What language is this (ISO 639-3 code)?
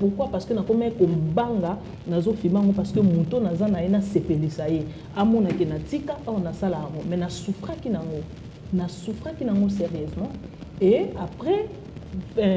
lin